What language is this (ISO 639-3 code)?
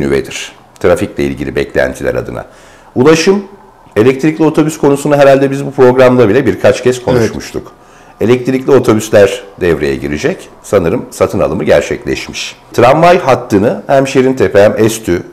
tur